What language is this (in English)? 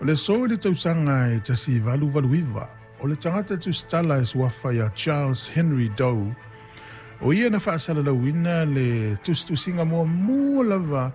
Samoan